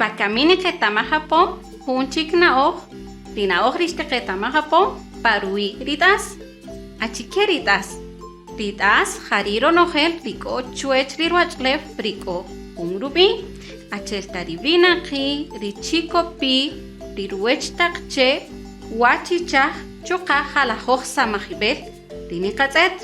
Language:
Kaqchikel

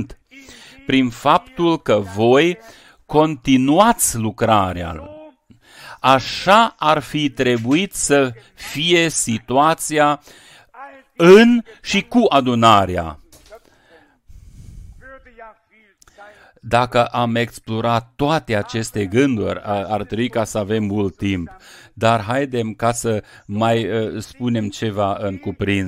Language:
Romanian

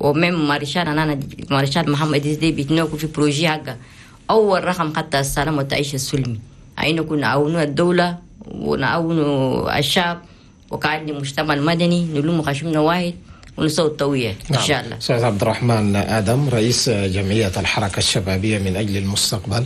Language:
Chadian Arabic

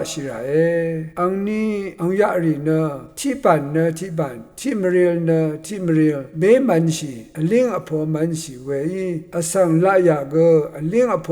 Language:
Rawang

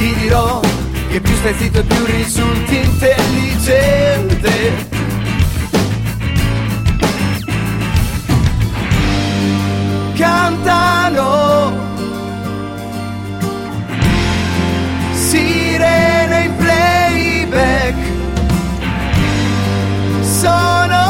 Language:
Italian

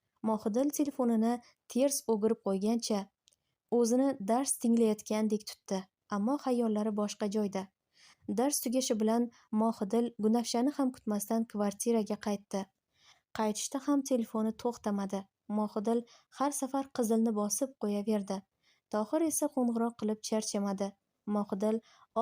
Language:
Uzbek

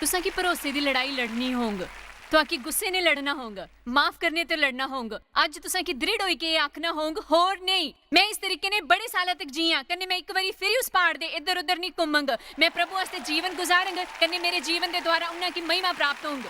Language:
Dogri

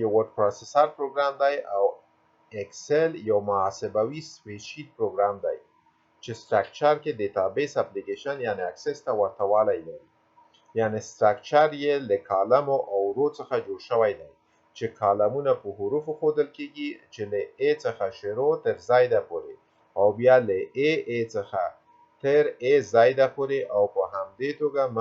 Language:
Pashto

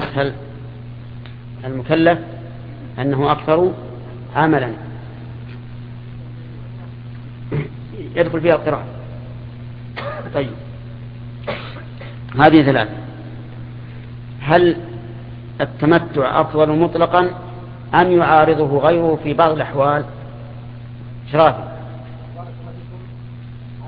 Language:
Arabic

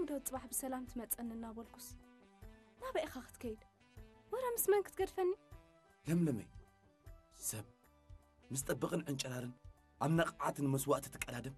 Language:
Tigrinya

